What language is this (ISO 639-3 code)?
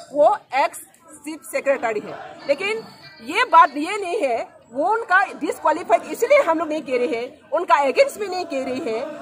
hin